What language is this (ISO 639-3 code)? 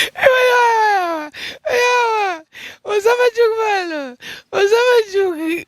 luo